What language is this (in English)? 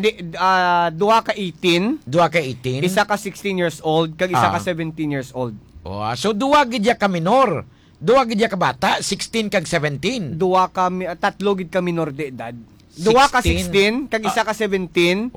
Hiligaynon